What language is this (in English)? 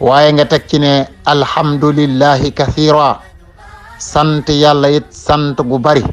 Wolof